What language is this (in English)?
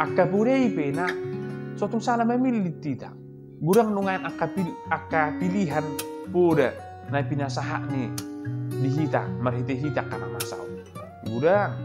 Batak Toba